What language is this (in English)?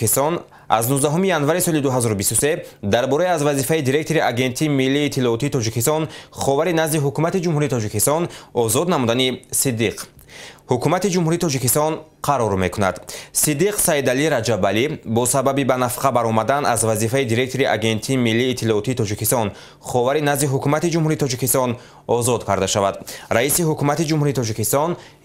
Tajik